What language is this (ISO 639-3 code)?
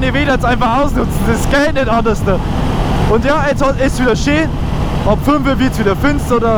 bar